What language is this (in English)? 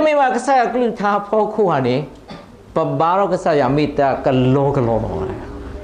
S'gaw Karen